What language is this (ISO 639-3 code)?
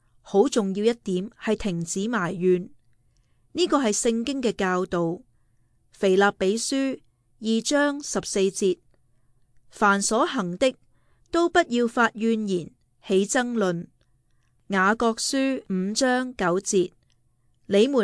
yue